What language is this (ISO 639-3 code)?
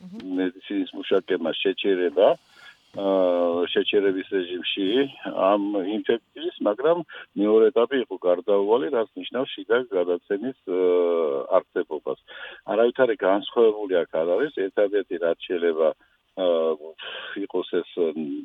kat